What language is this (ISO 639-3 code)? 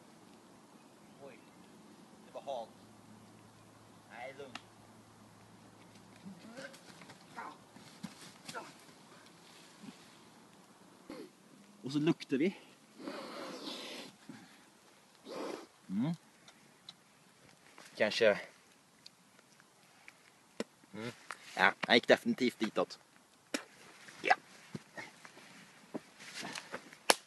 swe